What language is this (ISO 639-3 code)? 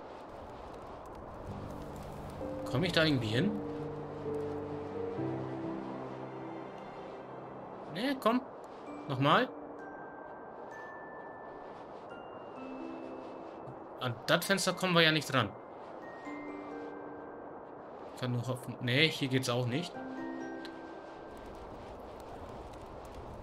deu